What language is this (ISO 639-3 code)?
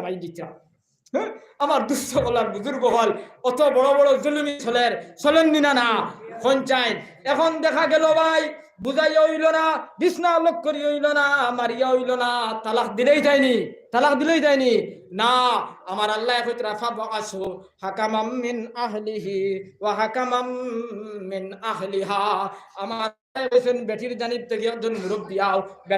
syl